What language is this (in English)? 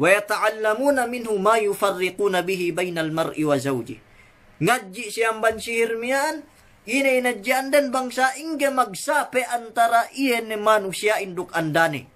Yakan